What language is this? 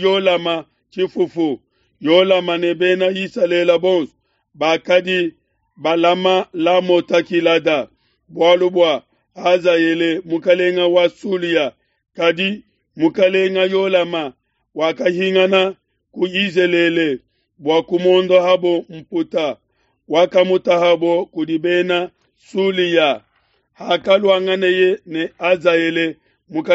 Luba-Lulua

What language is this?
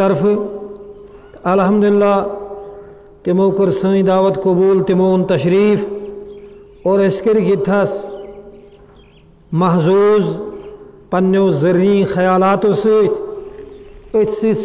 Kashmiri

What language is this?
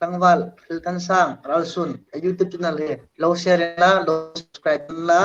Hmar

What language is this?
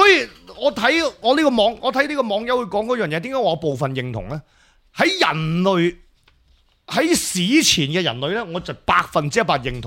Cantonese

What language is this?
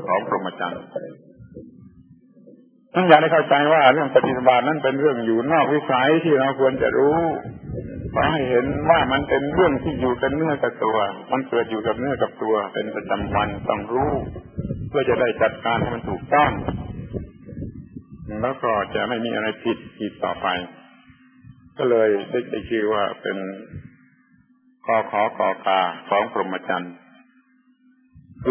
Thai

